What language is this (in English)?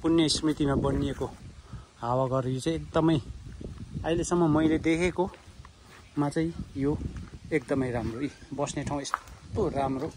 Nepali